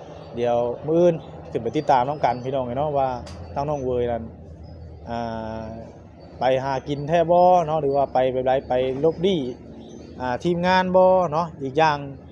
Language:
Northeastern Thai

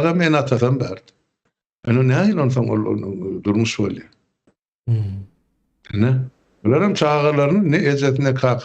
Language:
Turkmen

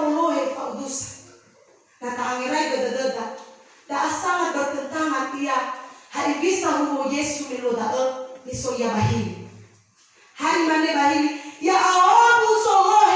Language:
Nias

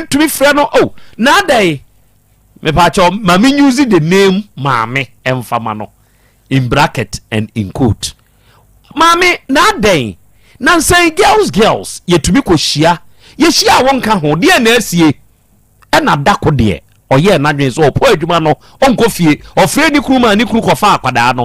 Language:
Akan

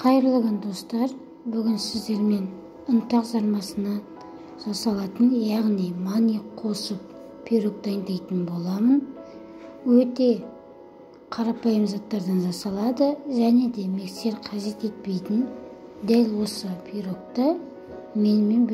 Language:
Kazakh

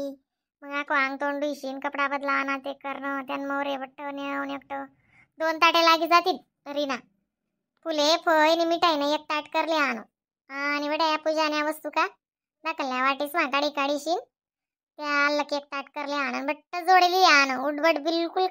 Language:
Khandesi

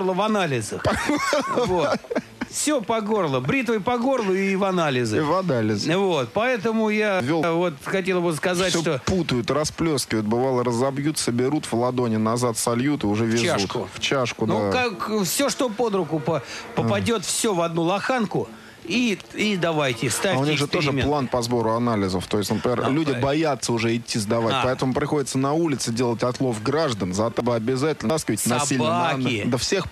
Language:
Russian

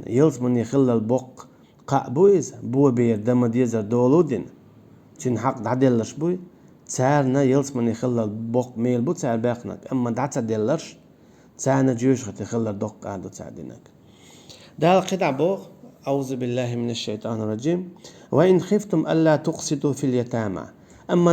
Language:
Chechen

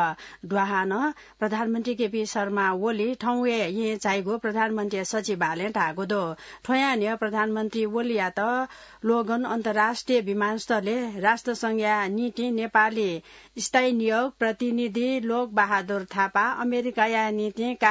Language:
Newari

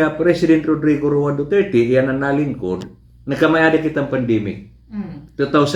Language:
Waray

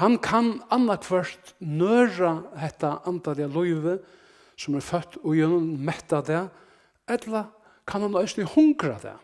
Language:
Faroese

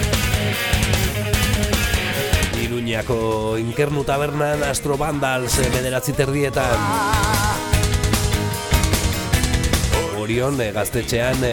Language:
Basque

